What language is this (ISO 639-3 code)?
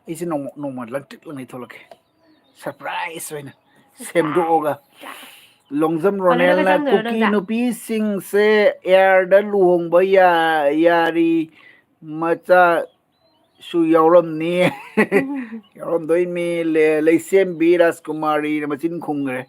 mni